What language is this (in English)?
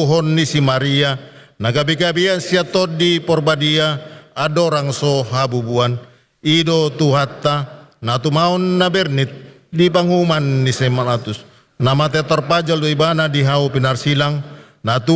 Batak Toba